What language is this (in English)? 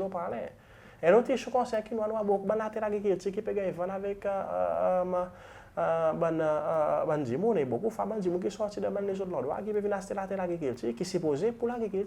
Seselwa Creole French